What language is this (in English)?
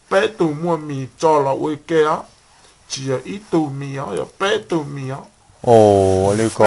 Hmong